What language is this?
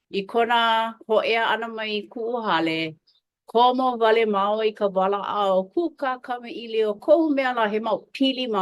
Hawaiian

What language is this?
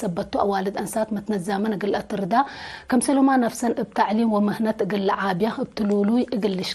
Tigre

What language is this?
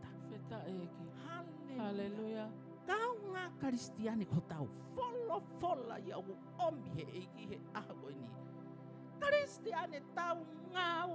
Tongan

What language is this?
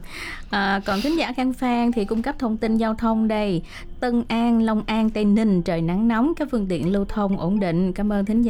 Vietnamese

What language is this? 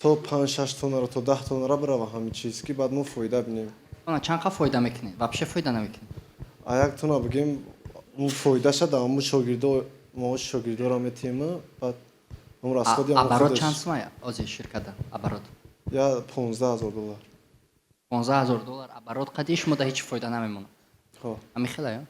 Tajik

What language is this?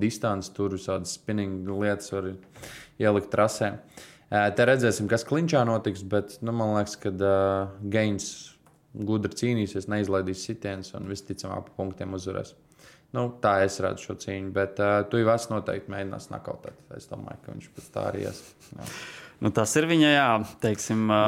Latvian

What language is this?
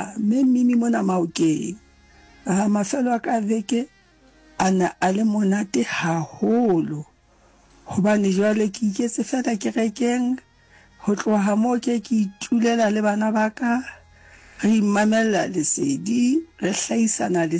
Southern Sotho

